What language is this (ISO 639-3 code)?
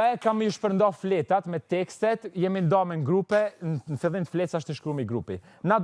sqi